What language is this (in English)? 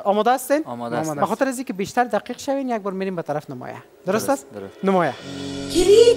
Persian